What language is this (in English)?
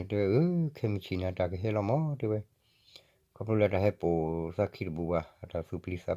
S'gaw Karen